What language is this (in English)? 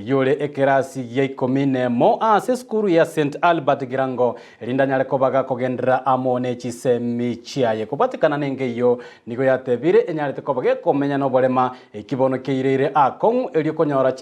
Gusii